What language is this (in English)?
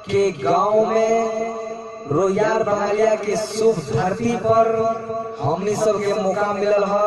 Maithili